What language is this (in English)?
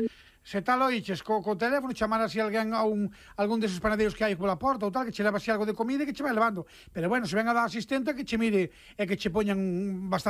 Galician